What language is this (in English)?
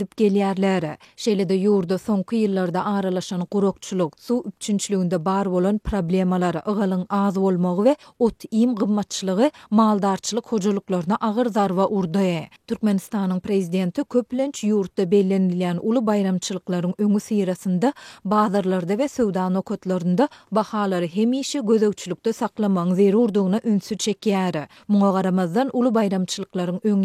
Turkmen